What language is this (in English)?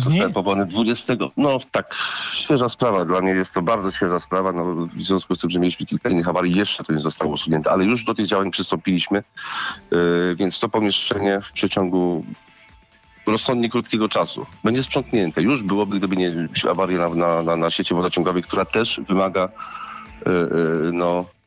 Polish